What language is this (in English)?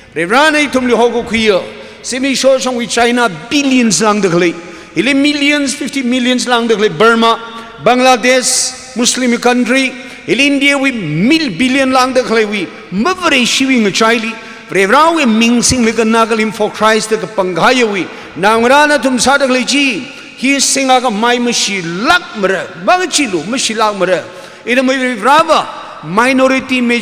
Tangkhul Naga (India)